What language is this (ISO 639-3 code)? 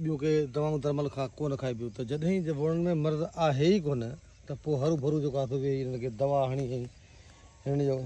snd